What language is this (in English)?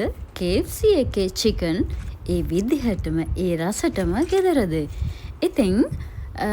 Sinhala